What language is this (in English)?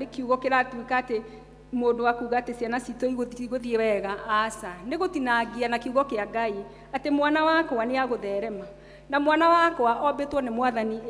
Kikuyu